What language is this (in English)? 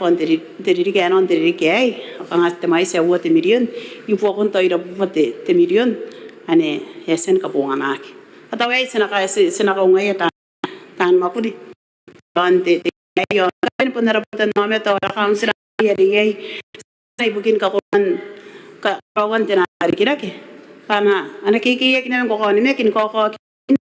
Gilbertese